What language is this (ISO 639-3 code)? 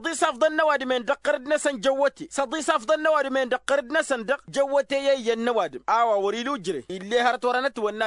taq